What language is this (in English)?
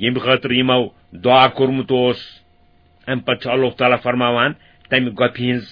Kashmiri